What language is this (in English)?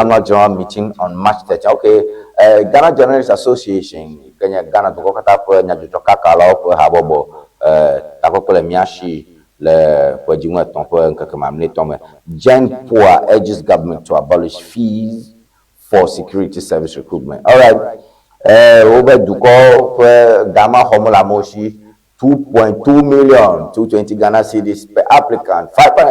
Ewe